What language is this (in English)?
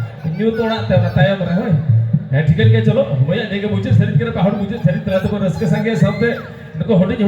Santali